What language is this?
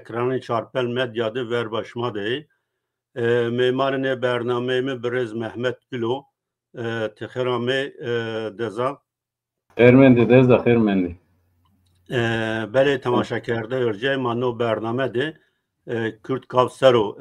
Zaza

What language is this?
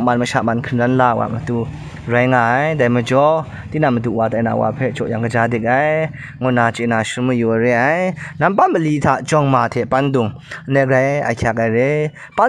Kachin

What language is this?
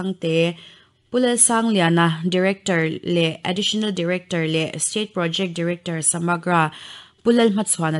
Mizo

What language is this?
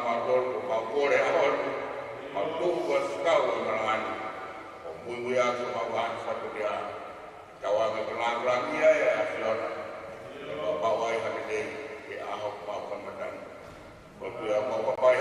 Tongan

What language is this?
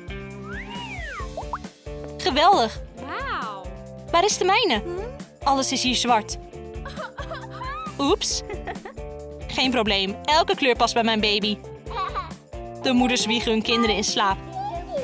Dutch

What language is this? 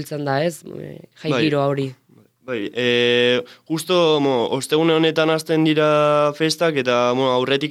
Basque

